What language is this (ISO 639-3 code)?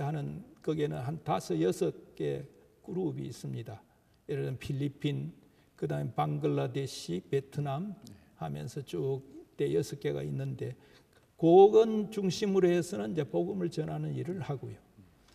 kor